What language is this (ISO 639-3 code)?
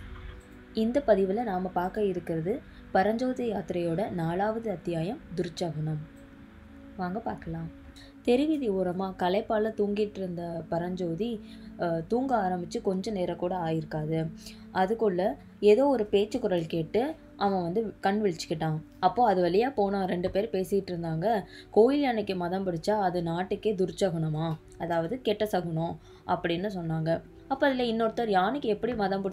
tam